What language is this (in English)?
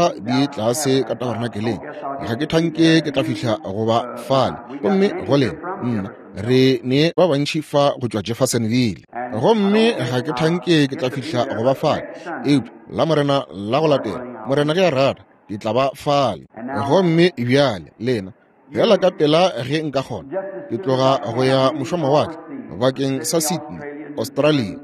Northern Sotho